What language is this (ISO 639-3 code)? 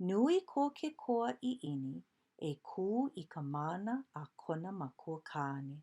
haw